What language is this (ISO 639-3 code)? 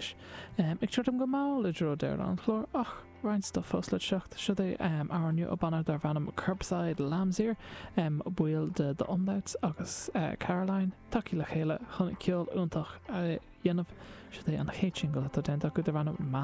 gle